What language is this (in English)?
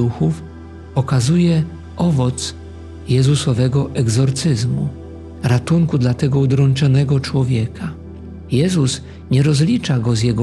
Polish